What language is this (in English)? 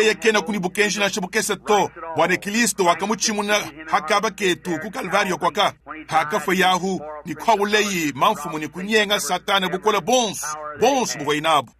Luba-Lulua